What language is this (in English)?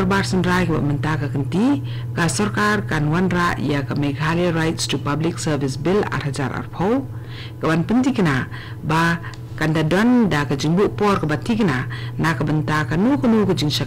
Khasi